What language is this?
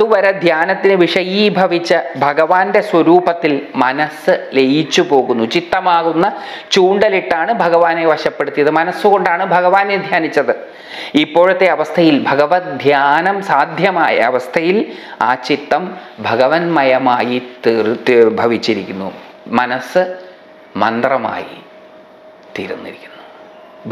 Malayalam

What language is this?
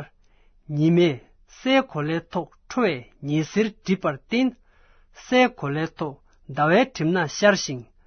Tibetan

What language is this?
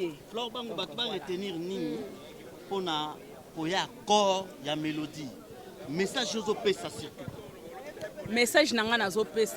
Lingala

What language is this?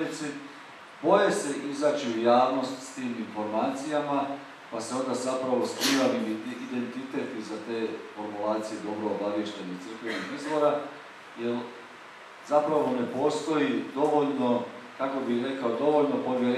Croatian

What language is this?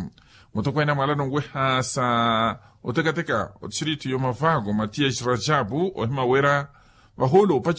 Makhuwa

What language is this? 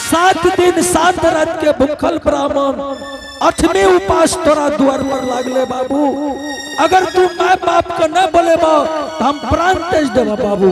Angika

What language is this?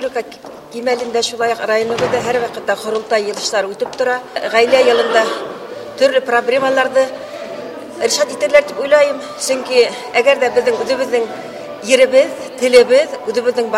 Bashkir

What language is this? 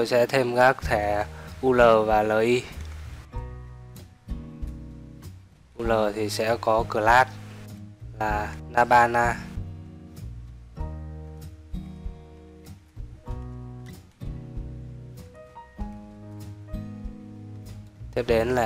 Vietnamese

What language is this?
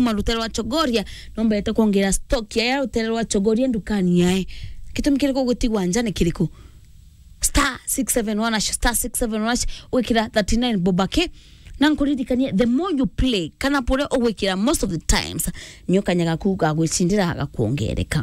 Meru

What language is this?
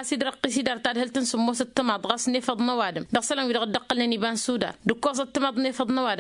Tamasheq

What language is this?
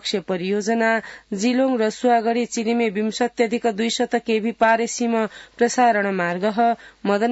Sanskrit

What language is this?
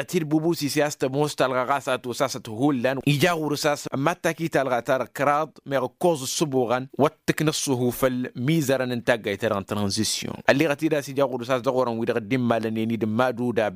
Tamasheq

